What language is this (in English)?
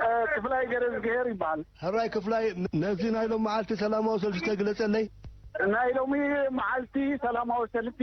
Tigrinya